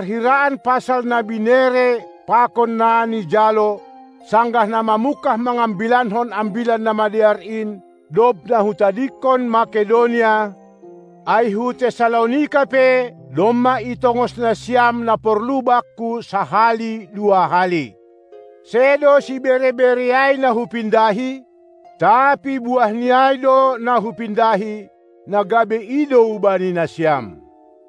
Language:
Batak Simalungun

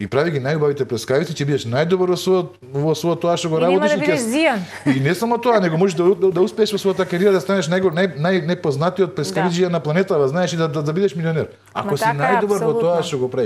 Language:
Macedonian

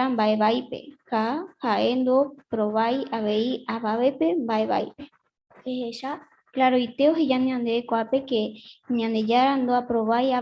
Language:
Guarani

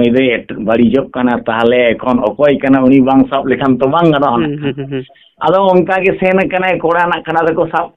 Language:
Santali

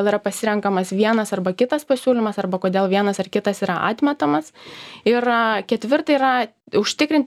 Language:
Lithuanian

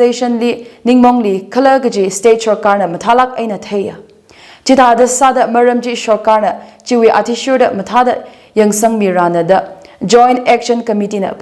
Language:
Tangkhul Naga (India)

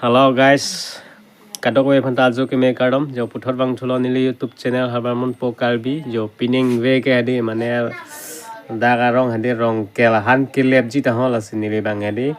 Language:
Karbi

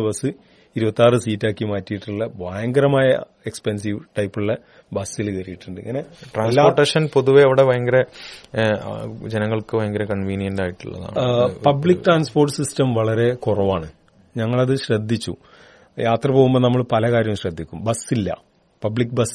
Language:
Malayalam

